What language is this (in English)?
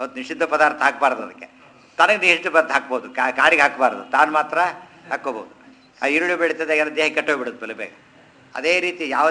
Kannada